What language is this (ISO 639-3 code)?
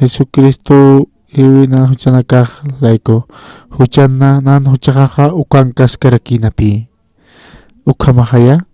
aym